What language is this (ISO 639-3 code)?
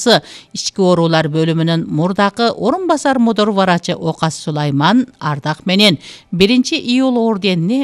kir